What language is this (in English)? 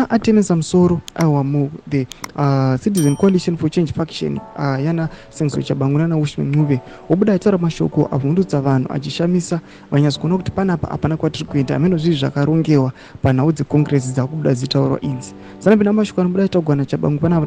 Shona